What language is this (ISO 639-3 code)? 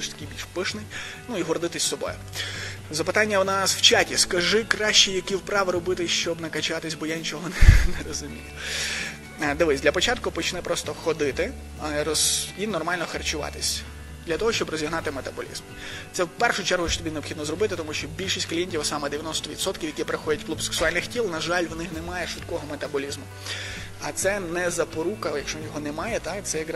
ukr